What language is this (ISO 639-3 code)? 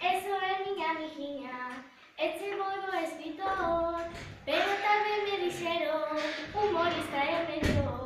glg